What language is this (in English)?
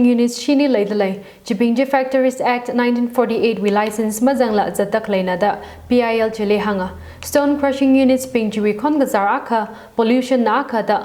Tangkhul Naga (India)